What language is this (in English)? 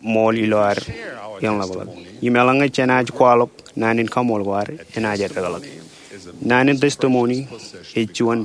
Marshallese